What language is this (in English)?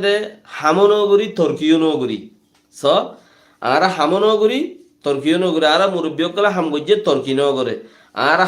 Rohingya